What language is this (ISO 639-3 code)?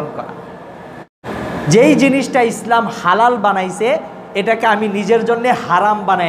ben